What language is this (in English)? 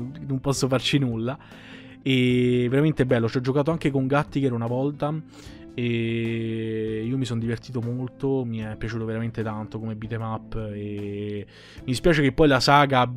Italian